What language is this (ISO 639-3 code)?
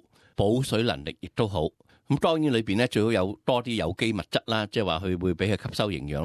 yue